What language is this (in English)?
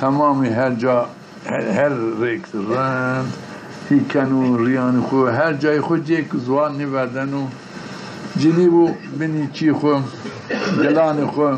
Zaza